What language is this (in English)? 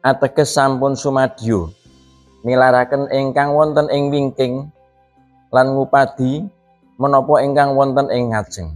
Javanese